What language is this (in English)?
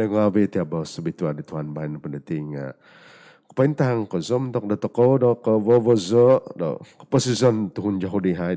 Central Dusun